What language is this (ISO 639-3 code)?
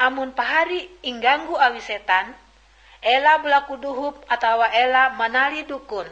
nij